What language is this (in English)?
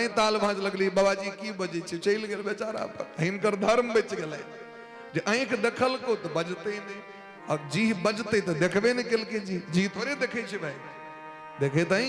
Maithili